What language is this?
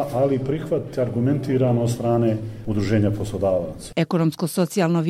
Serbian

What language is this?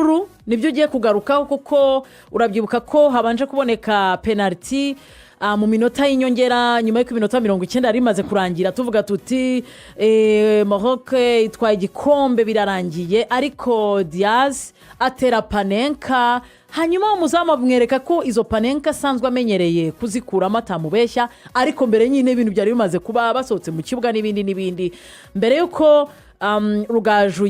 Kinyarwanda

